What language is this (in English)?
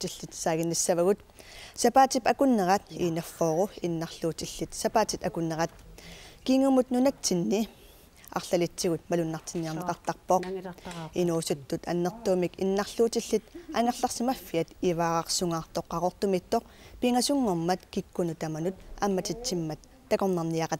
Kalaallisut